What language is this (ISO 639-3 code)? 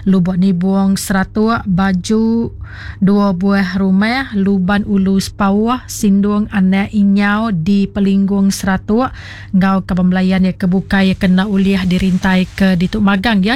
iba